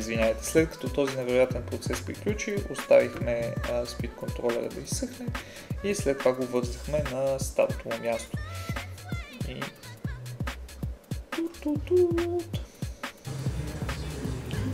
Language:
Bulgarian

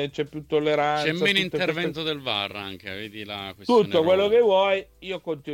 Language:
Italian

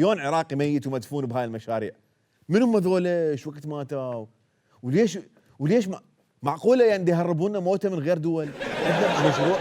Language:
Mesopotamian Arabic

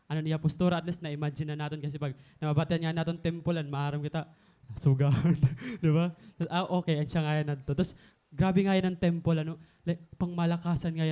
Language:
Waray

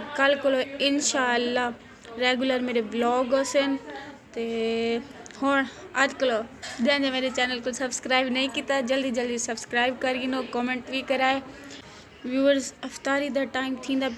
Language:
Saraiki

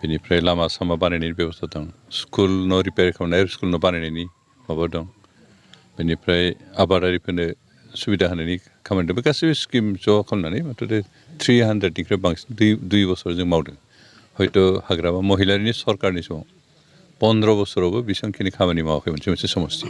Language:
Bodo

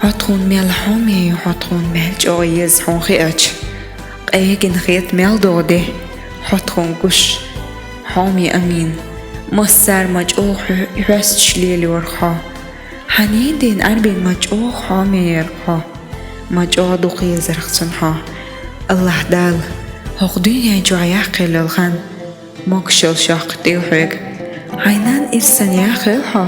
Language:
Chechen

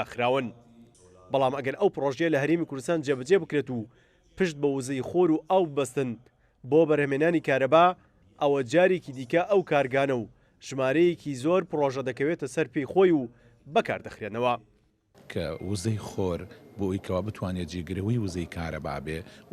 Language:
Central Kurdish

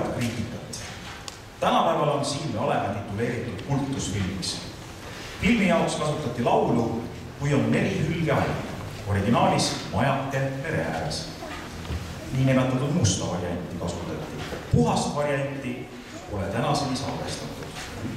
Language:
Estonian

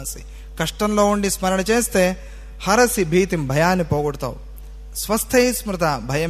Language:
Telugu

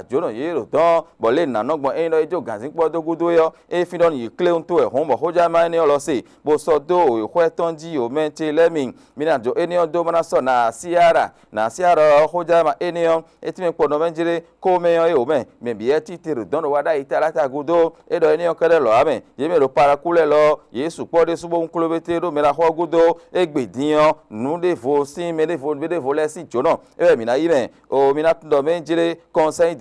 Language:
Fon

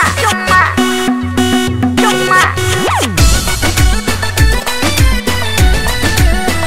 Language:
Bhojpuri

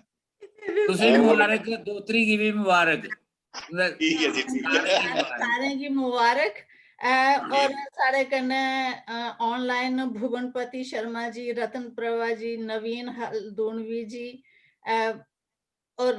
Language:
Dogri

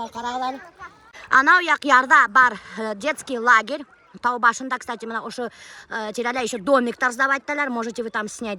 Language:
Bashkir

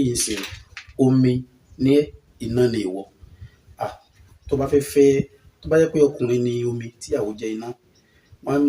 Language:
Yoruba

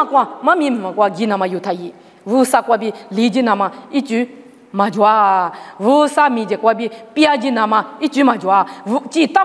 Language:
Lisu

